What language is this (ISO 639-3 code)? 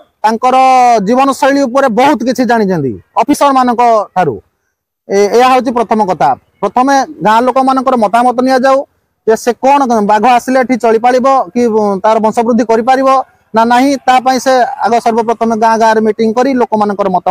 ori